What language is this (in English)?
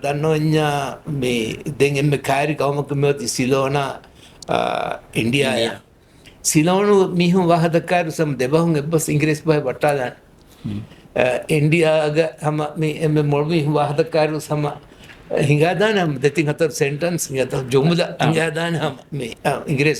Divehi